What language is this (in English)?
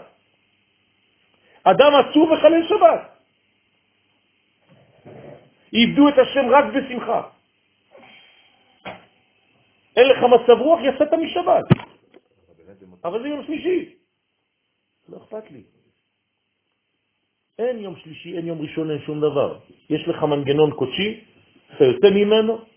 Hebrew